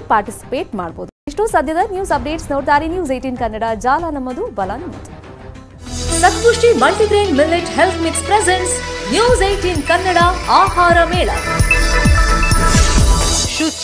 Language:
Kannada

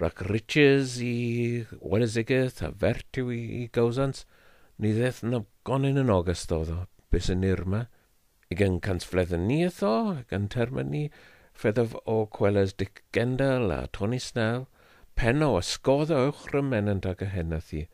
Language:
Welsh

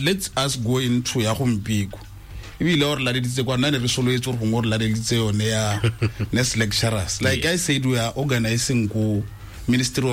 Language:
Tswana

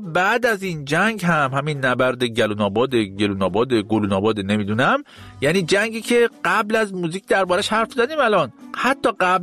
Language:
Persian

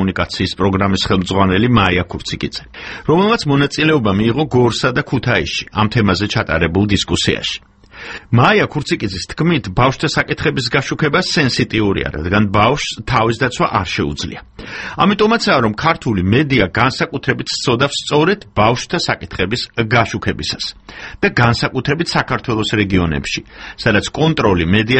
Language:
Georgian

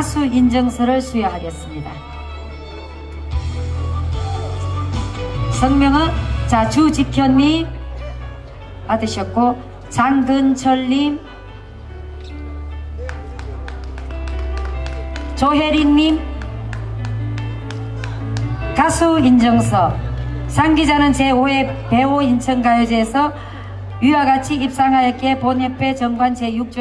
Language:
Korean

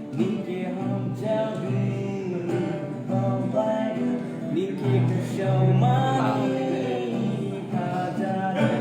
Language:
Dimasa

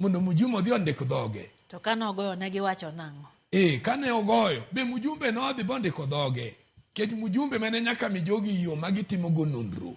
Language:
Luo (Kenya and Tanzania)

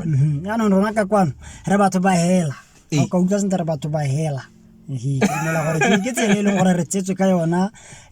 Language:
Tswana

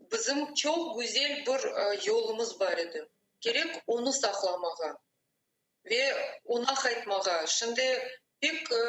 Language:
Crimean Tatar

